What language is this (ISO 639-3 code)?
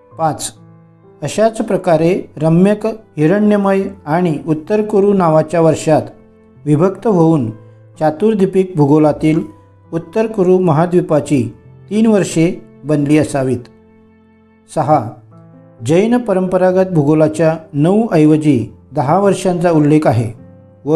mar